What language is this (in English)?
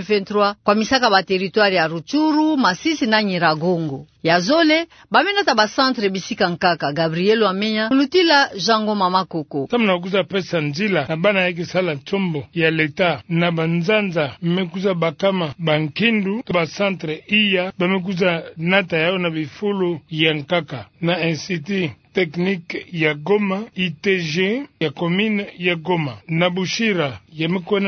Kituba (Democratic Republic of Congo)